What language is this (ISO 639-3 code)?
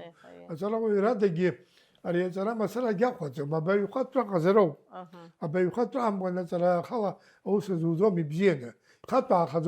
abk